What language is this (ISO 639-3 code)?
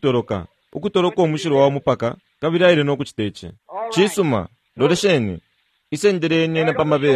bem